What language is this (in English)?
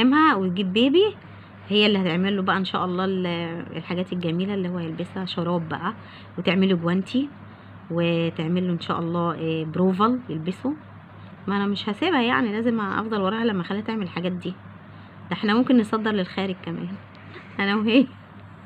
Egyptian Arabic